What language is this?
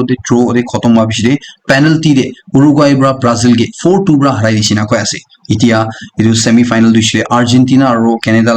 Naga Pidgin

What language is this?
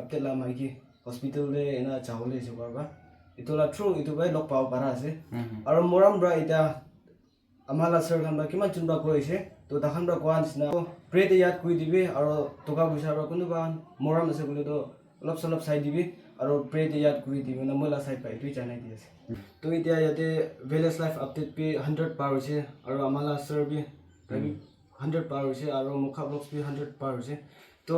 Naga Pidgin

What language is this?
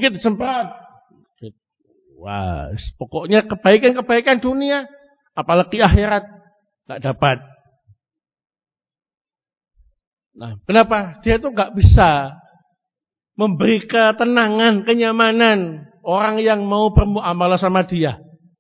Indonesian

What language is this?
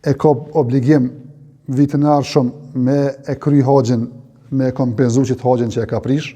Albanian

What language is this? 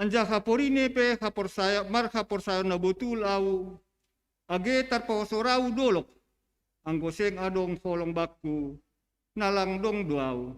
Batak Simalungun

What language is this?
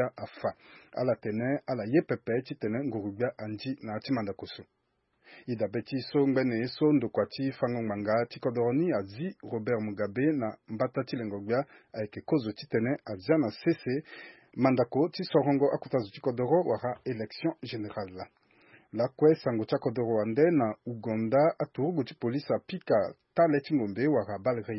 Sango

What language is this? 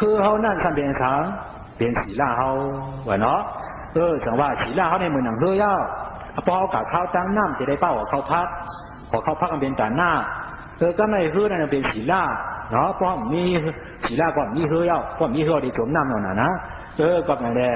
Shan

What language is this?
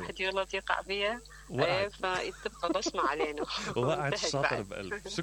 Mesopotamian Arabic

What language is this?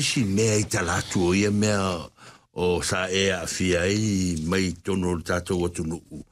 Samoan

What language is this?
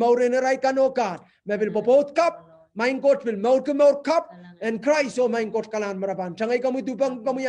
Pohnpeian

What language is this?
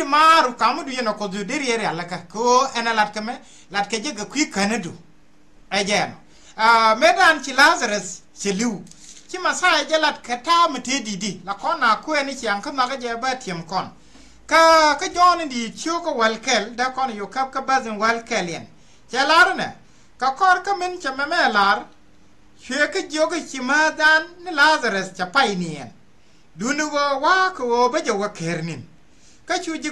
Nuer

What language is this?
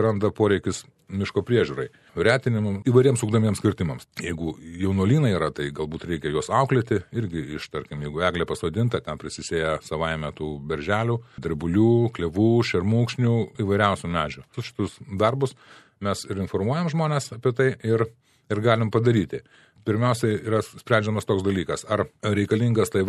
Lithuanian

